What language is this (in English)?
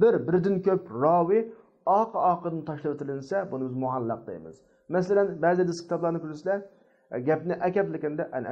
Uyghur